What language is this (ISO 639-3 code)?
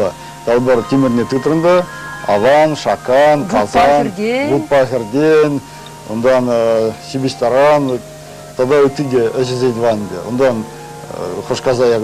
chv